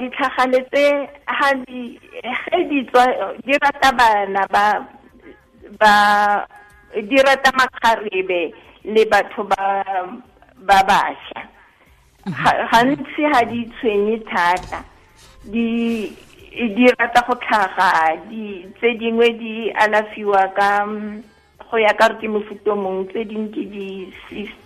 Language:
Tswana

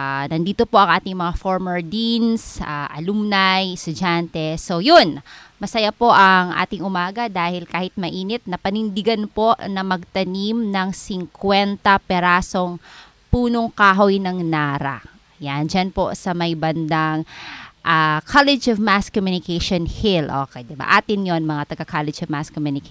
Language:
Filipino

